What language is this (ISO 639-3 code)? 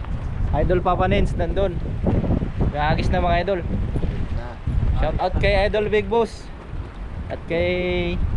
fil